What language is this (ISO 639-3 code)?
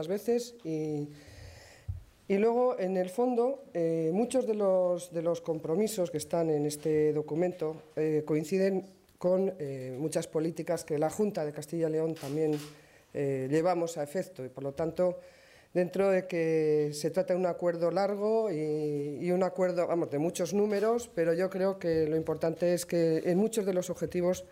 spa